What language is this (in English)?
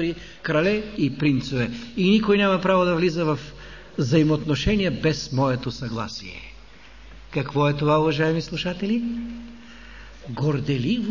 Bulgarian